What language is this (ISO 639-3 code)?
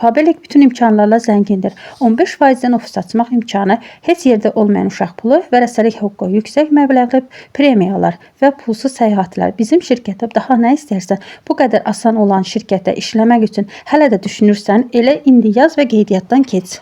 aze